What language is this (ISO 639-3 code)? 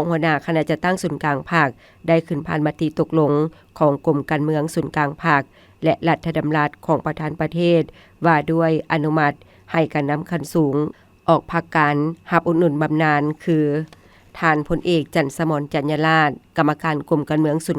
lao